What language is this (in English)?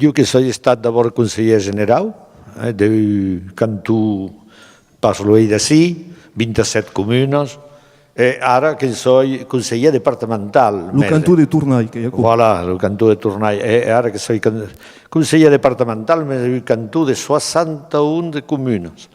Occitan